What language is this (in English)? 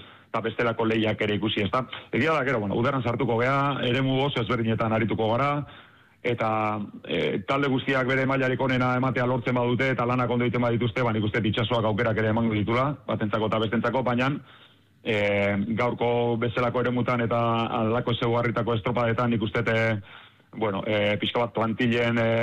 Basque